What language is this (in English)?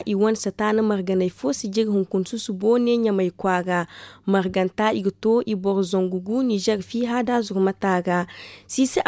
Zarma